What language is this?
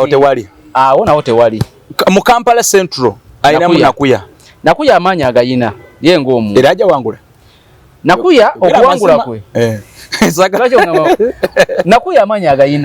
Ganda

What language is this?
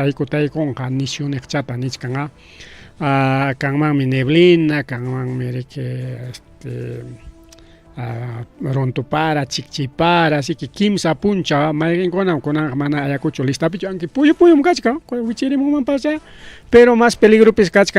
Ayacucho Quechua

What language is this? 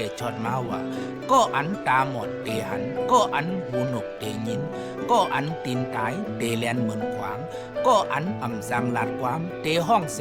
Shan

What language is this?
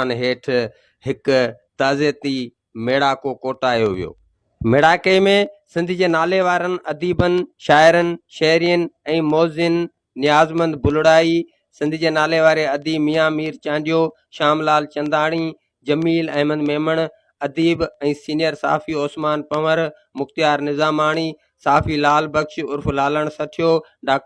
Sindhi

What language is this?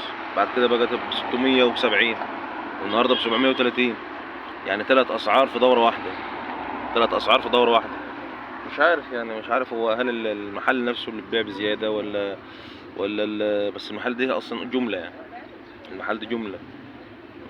Egyptian Arabic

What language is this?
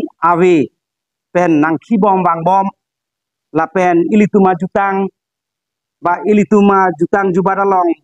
Karbi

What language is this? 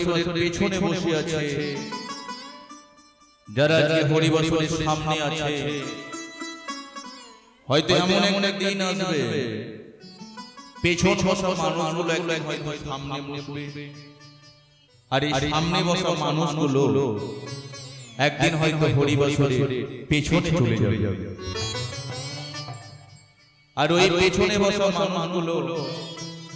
Bangla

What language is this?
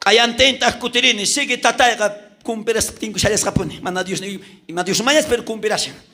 South Bolivian Quechua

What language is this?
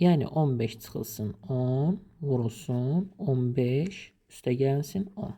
Azerbaijani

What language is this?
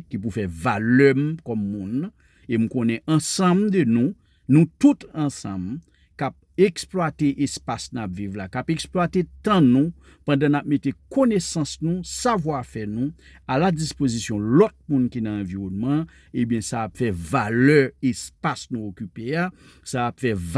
Haitian Creole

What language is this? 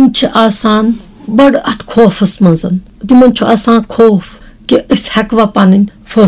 Kashmiri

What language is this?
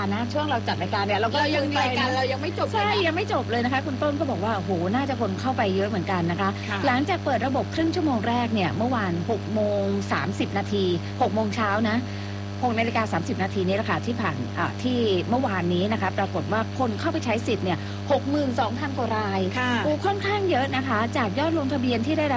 Thai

